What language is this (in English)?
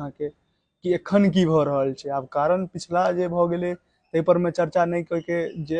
Maithili